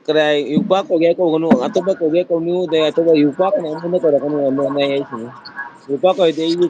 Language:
Manipuri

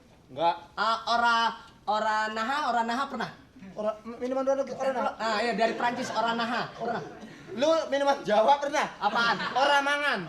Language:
Betawi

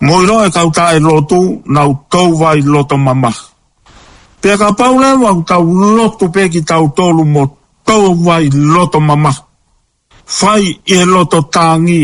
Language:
Tongan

